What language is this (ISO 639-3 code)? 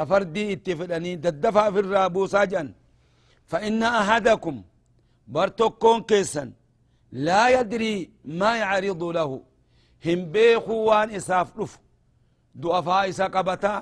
orm